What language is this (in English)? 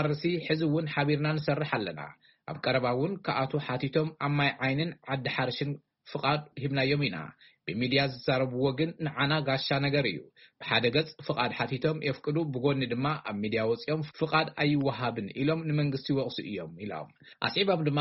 Tigrinya